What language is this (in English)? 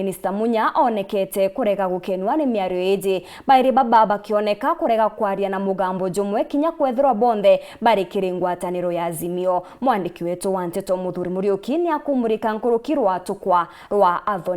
Meru